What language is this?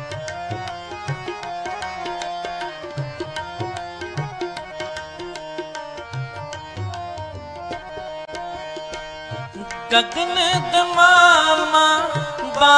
Punjabi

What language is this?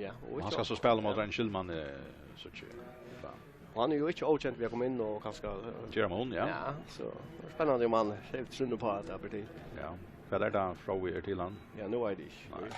Faroese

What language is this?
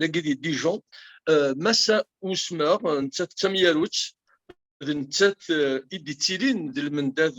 Kabyle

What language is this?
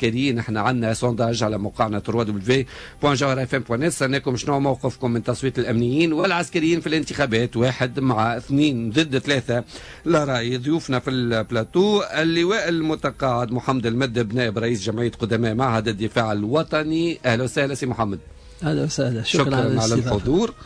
Tunisian Arabic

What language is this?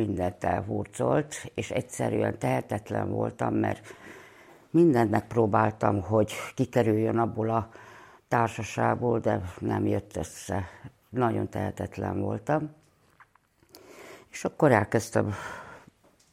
Hungarian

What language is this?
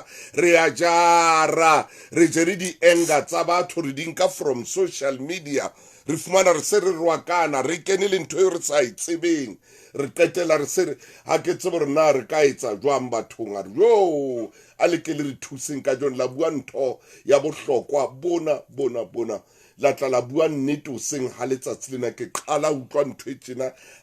Southern Sotho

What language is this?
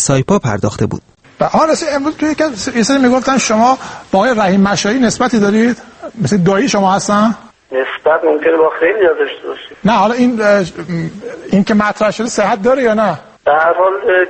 Persian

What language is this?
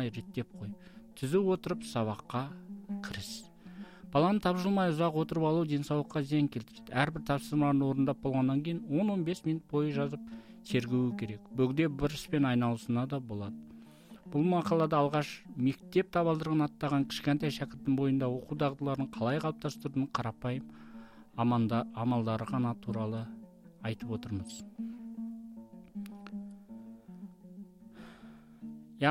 Kazakh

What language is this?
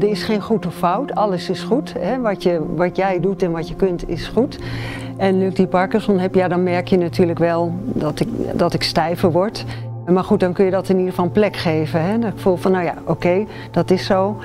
Dutch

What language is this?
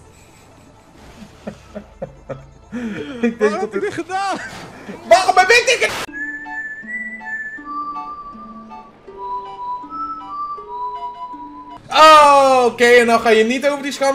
Dutch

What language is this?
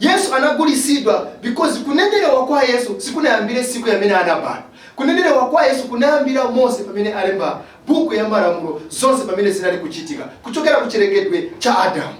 Nyanja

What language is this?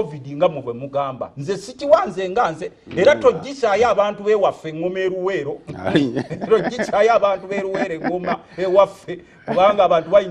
Ganda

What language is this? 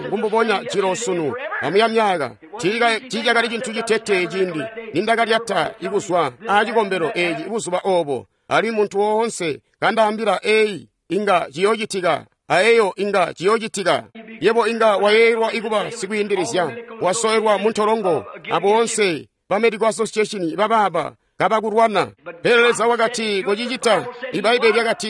Tonga (Zambia)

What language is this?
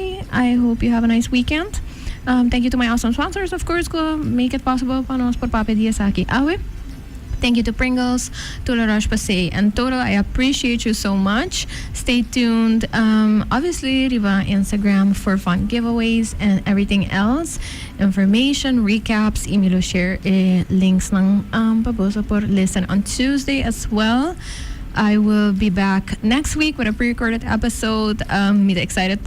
Papiamento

